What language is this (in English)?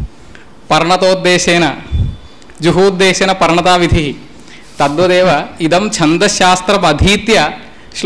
Sanskrit